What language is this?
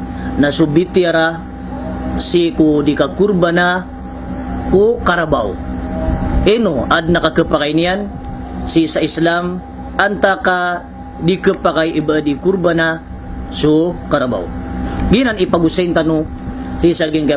Maranao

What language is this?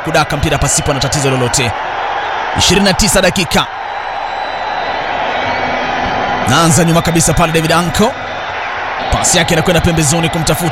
Swahili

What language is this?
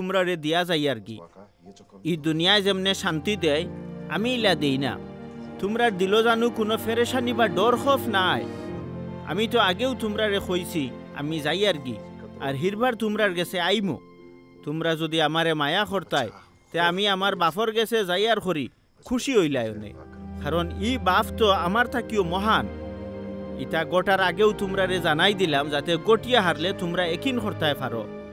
Sylheti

